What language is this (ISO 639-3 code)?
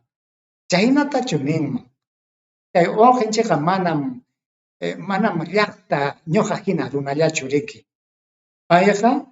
quy